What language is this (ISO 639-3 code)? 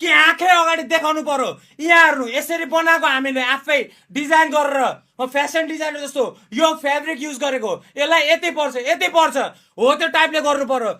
nep